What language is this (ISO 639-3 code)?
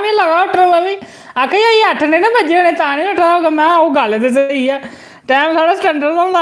doi